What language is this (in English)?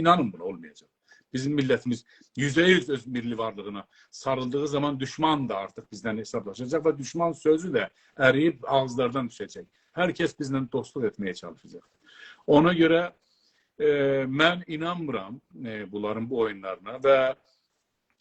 South Azerbaijani